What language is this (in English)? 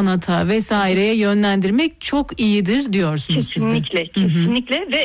Turkish